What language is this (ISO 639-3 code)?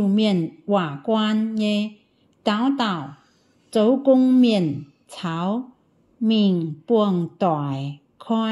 ium